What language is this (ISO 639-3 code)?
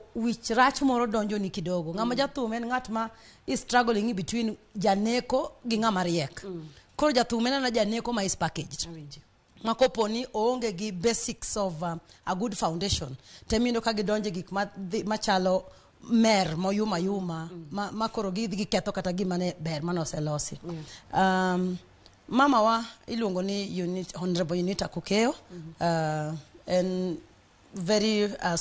luo